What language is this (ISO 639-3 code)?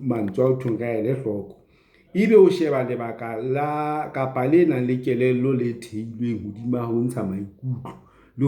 sot